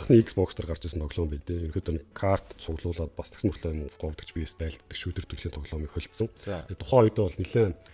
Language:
Mongolian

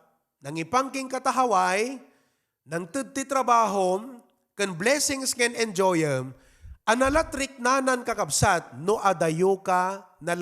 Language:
Iloko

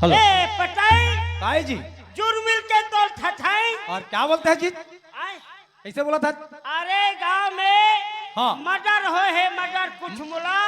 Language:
Chhattisgarhi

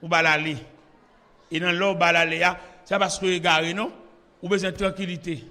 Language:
Haitian Creole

